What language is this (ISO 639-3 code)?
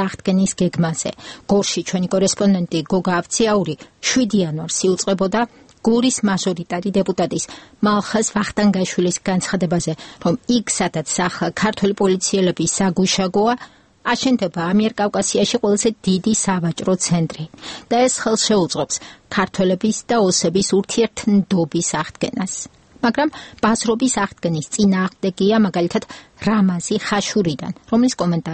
kat